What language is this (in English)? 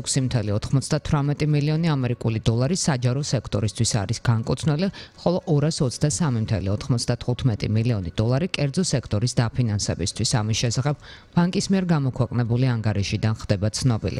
Georgian